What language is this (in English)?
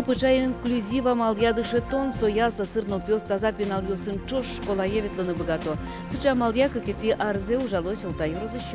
Udmurt